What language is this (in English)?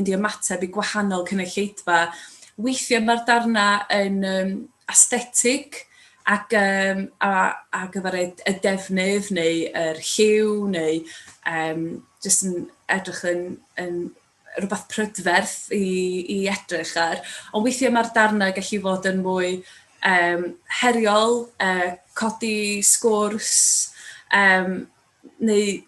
Welsh